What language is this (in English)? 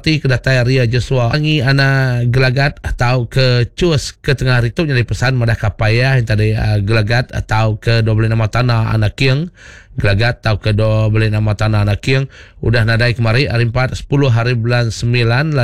Iban